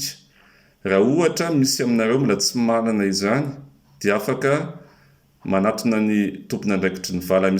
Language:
Malagasy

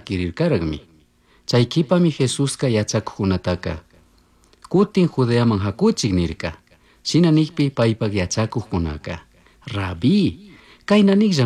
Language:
Chimborazo Highland Quichua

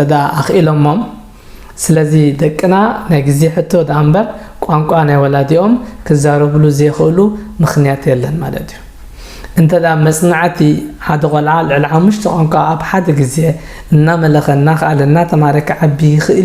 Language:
Tigrinya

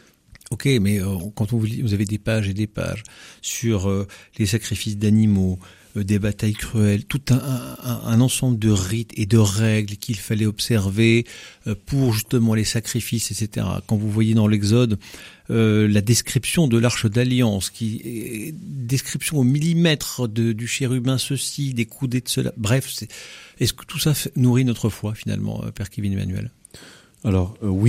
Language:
French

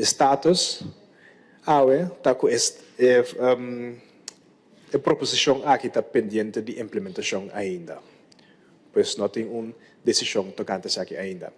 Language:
Papiamento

